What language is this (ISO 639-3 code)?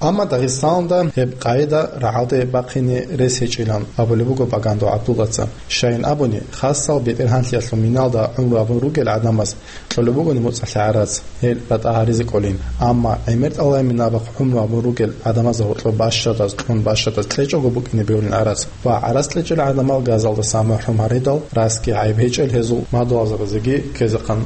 ava